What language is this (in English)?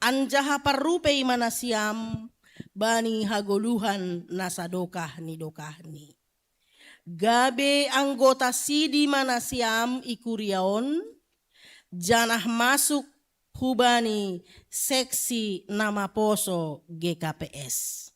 Batak Simalungun